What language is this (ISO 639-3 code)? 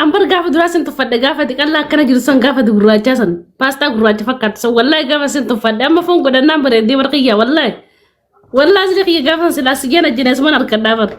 orm